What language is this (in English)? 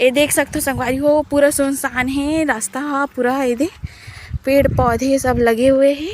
Chhattisgarhi